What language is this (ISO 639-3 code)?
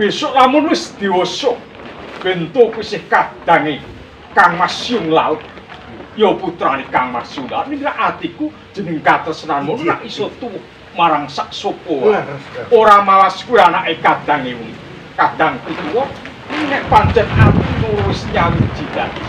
jav